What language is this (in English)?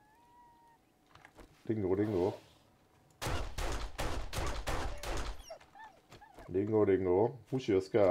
Hungarian